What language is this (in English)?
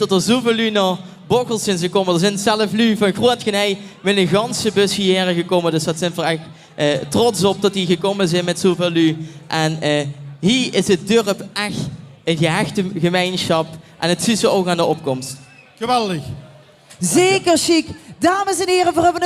Limburgish